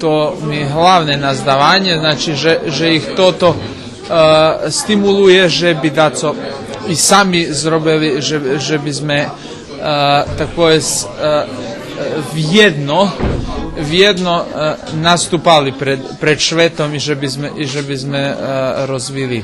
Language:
Rusyn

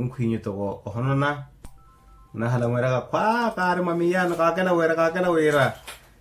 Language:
Makhuwa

